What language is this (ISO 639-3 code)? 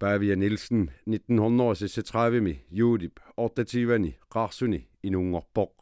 kal